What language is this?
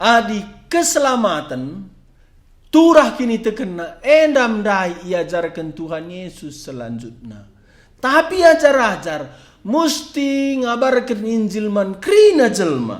Batak Karo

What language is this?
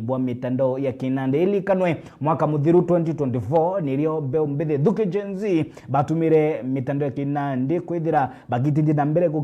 Meru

